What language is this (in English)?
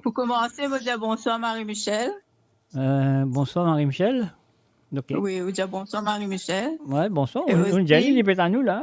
Morisyen